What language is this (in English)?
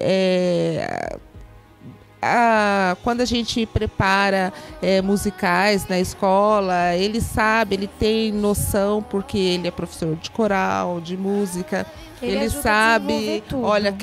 Portuguese